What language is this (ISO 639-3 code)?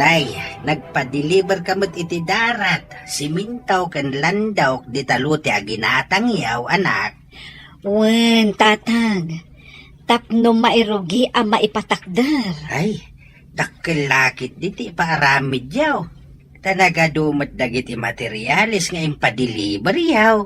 ilo